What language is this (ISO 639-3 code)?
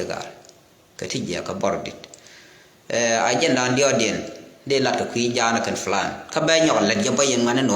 nus